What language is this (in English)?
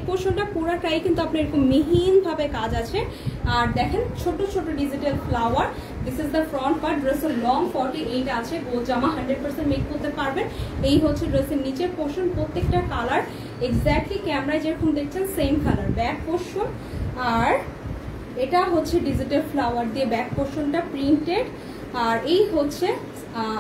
Bangla